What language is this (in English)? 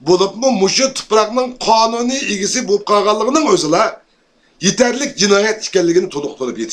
Uyghur